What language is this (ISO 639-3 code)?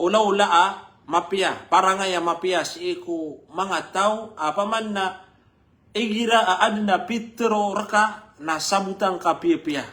mrw